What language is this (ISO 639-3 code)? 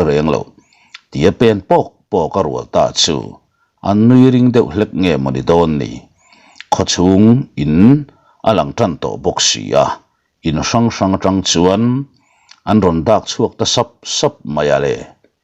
lus